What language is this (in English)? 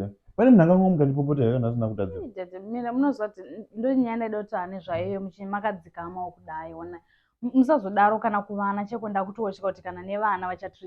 Shona